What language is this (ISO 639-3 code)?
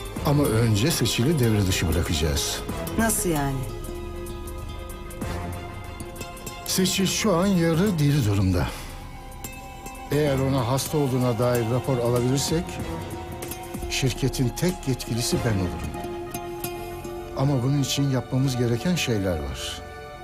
tur